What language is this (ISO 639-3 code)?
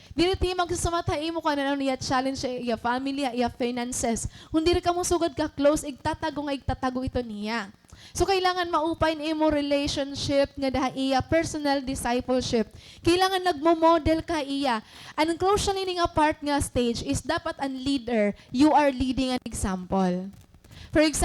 war